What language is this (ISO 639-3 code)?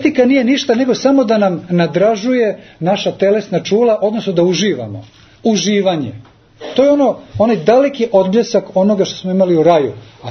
srp